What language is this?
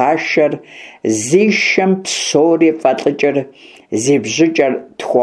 Kabardian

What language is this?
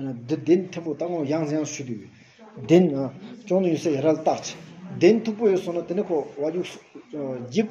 Stod Bhoti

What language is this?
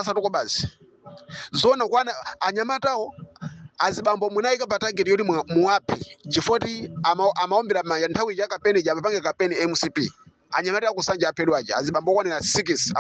Nyanja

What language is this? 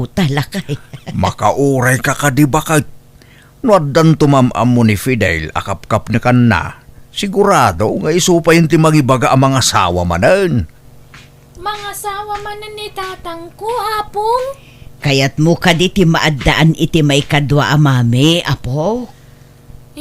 Iloko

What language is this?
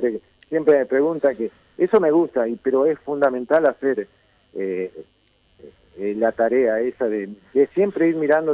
Spanish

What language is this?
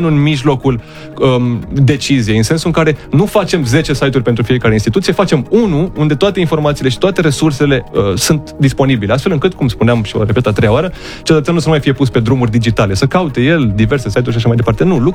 Romanian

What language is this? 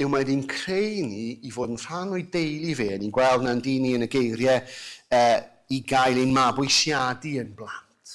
Welsh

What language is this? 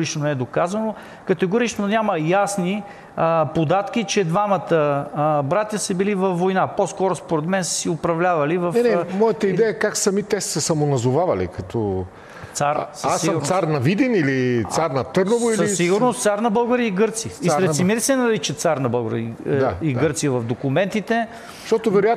Bulgarian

